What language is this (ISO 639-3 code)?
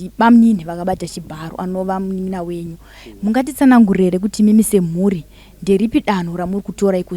sna